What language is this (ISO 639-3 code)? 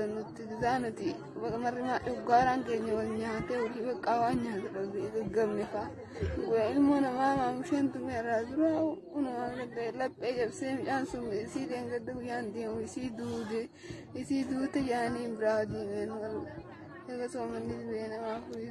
orm